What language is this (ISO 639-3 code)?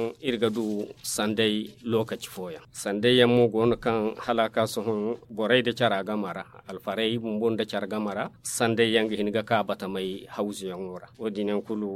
dje